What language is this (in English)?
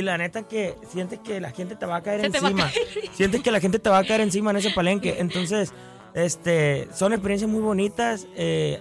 Spanish